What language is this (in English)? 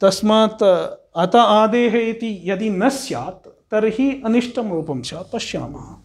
Sanskrit